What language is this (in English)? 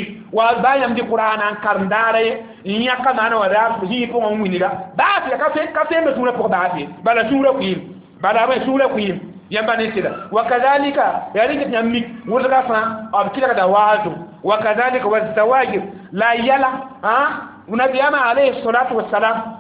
Mossi